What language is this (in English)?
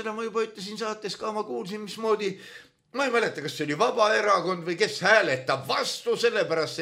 Estonian